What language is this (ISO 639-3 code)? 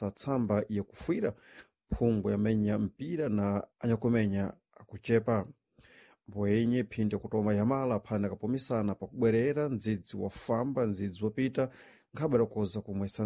seh